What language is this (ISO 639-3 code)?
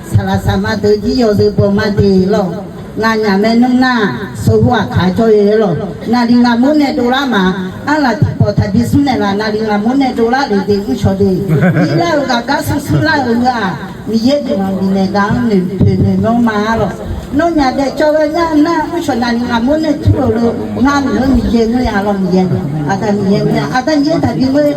ahk